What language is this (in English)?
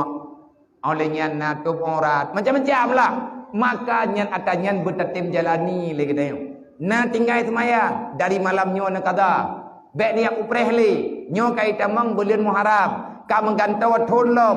Achinese